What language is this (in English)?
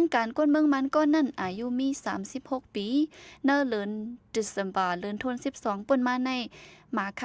Shan